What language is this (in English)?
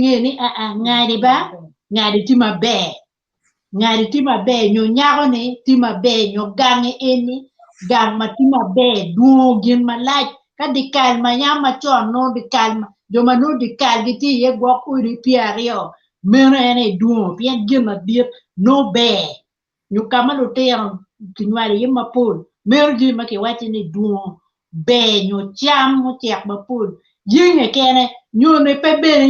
Acoli